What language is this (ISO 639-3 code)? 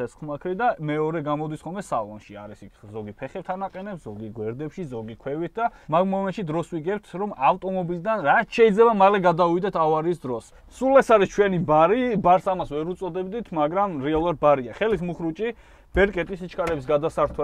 kat